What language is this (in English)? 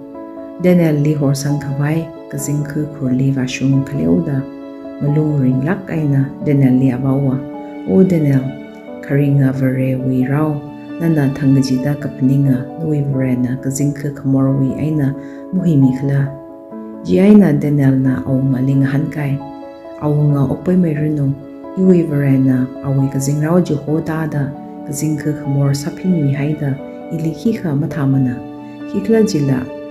Tangkhul Naga (India)